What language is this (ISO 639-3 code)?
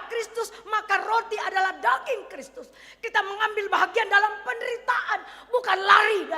btx